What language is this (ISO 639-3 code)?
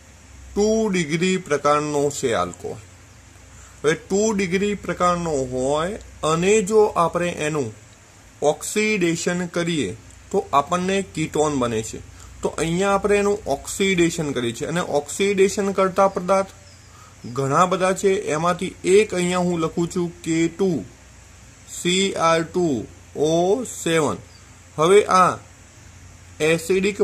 guj